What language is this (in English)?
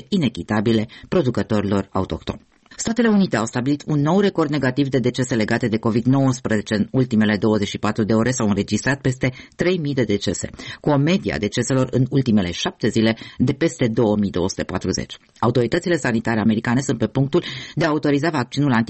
Romanian